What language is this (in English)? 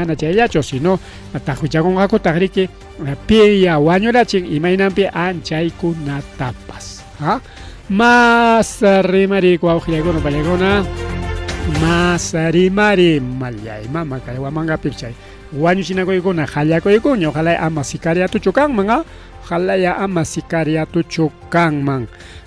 Ayacucho Quechua